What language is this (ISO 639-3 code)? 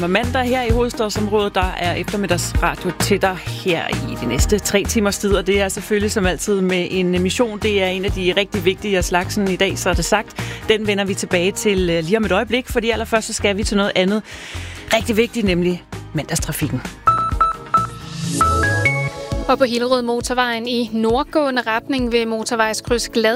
dan